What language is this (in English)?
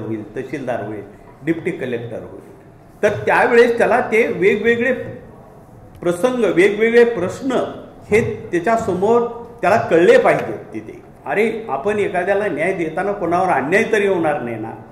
Marathi